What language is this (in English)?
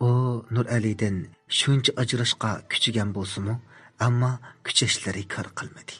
Uyghur